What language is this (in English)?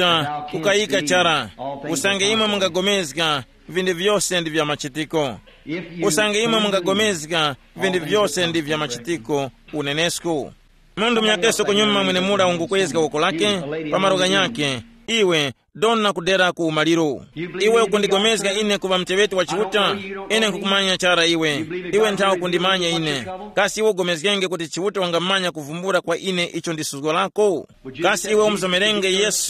Tumbuka